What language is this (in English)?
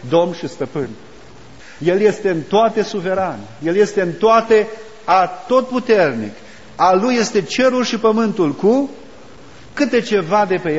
Romanian